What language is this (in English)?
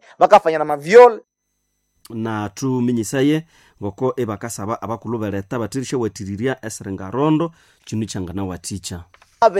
Nande